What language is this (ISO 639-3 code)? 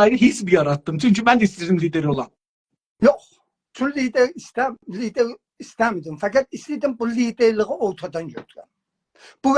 azb